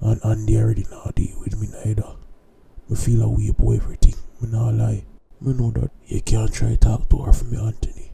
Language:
Jamaican Creole English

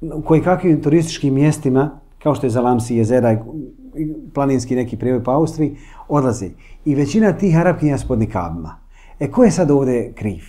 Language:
Bosnian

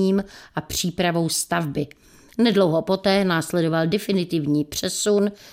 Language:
Czech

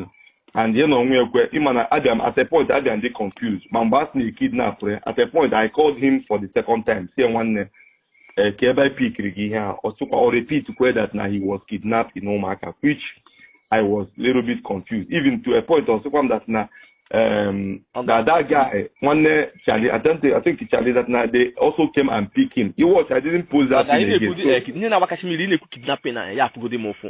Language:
Igbo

